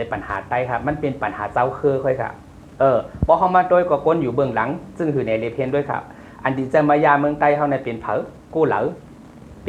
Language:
Shan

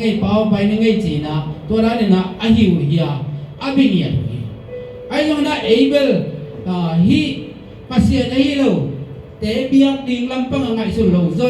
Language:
Tedim Chin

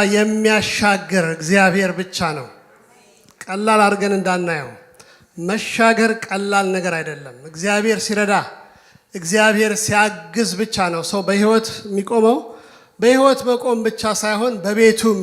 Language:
Amharic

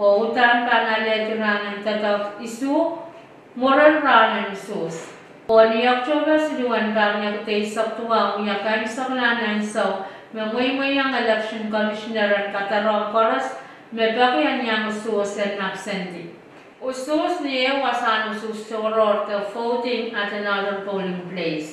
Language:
Pohnpeian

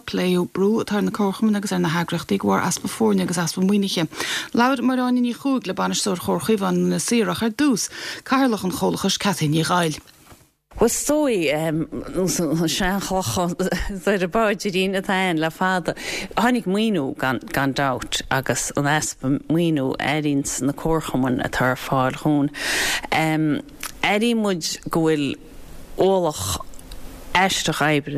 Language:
Irish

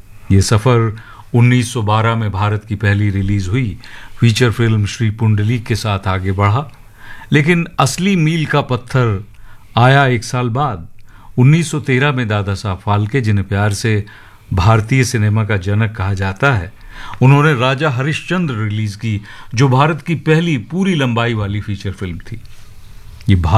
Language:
Hindi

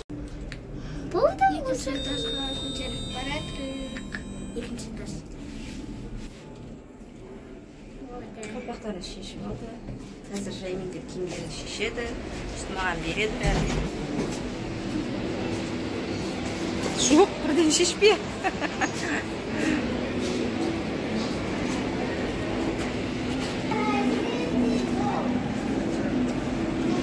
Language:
Kazakh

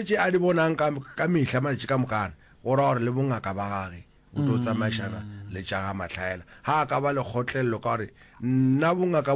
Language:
Northern Sotho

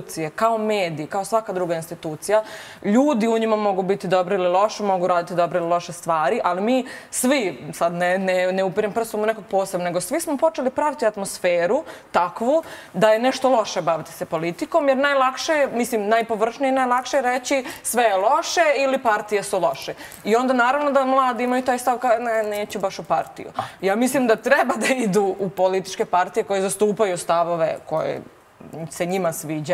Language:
Serbian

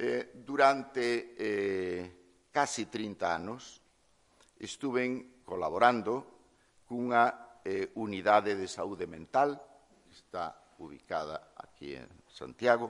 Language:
Galician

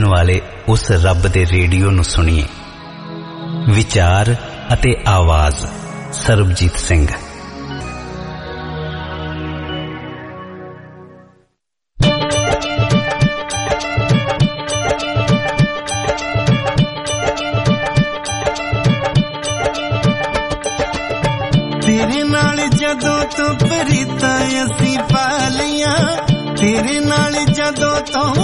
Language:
Punjabi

